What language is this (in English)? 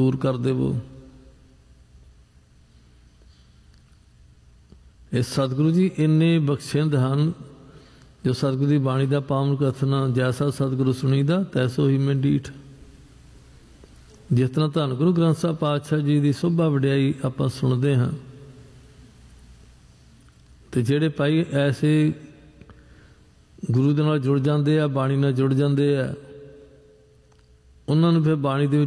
Punjabi